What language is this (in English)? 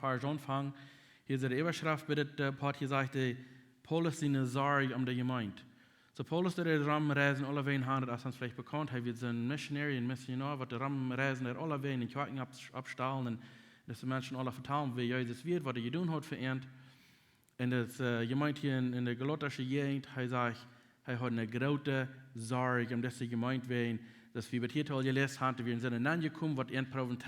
Plautdietsch